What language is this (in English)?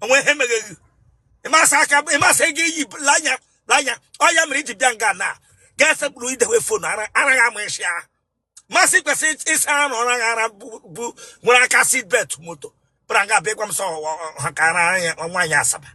Igbo